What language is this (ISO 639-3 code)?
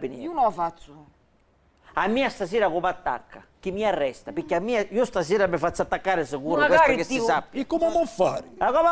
scn